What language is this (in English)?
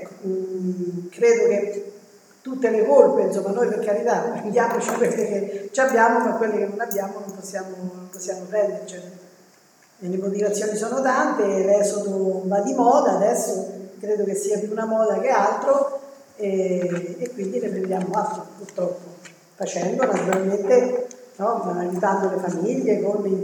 Italian